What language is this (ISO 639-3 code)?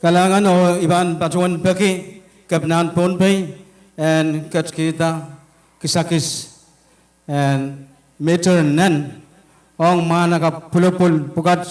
pon